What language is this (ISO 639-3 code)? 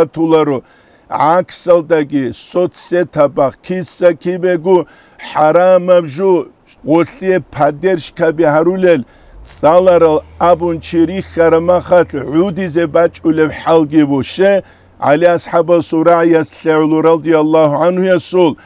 ava